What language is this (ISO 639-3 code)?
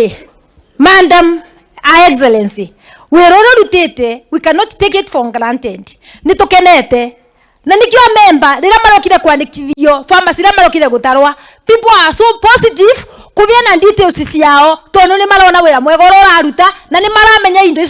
kik